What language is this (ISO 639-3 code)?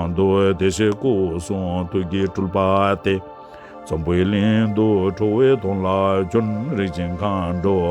bod